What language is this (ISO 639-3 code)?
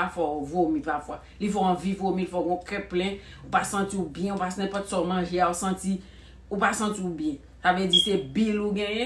hat